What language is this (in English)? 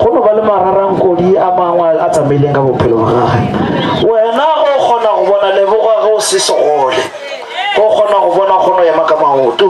Northern Sotho